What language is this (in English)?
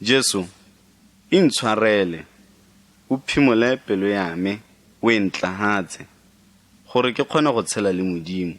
Tswana